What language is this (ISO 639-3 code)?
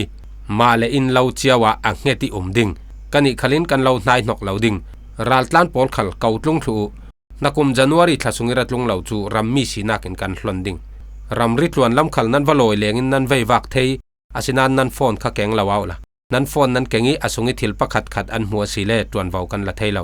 cfm